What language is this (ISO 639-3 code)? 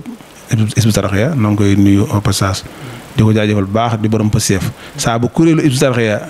wol